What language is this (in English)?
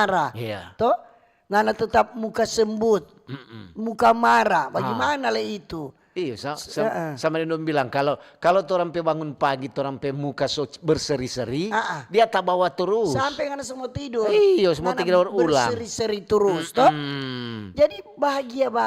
Manado Malay